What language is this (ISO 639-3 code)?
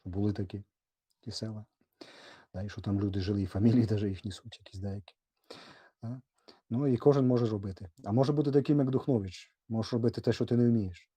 rue